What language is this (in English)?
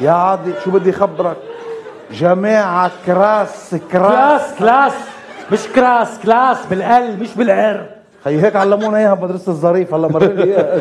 North Levantine Arabic